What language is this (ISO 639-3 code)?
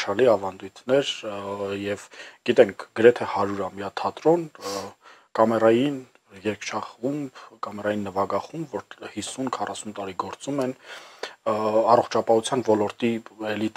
hye